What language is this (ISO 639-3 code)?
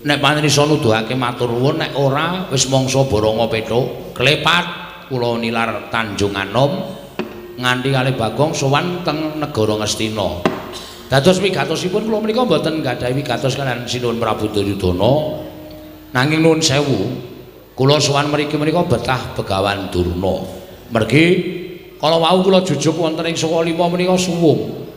jav